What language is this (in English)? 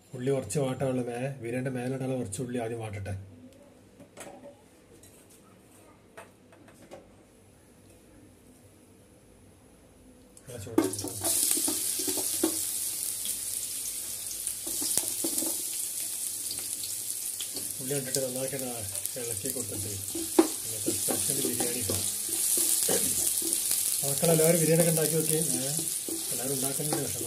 Malayalam